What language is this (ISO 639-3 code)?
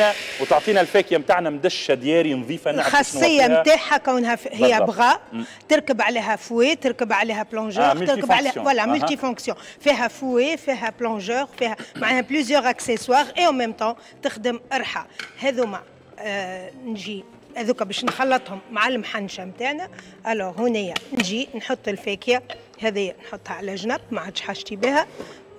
aeb